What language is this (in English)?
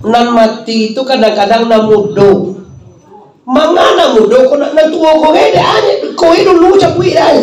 Minangkabau